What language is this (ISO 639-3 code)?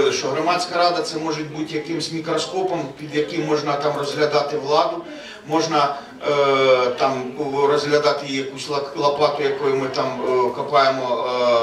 ukr